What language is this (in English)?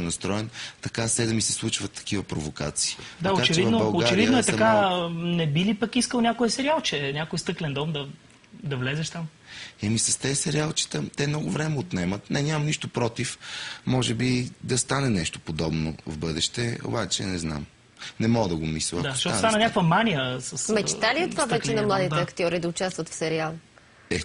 Bulgarian